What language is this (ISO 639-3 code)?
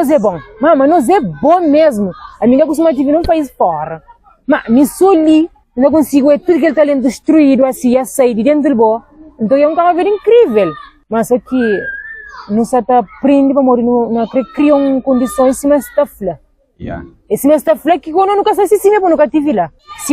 kea